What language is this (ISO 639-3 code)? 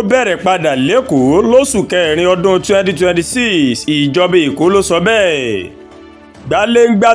yor